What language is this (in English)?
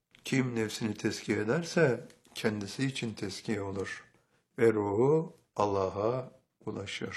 Turkish